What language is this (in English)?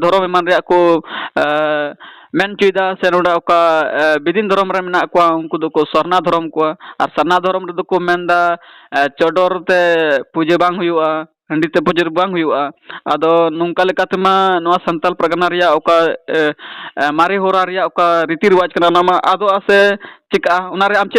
Santali